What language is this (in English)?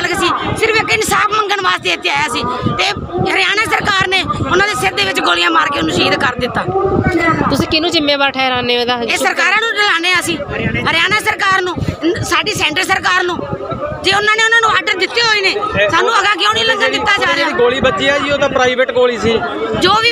Punjabi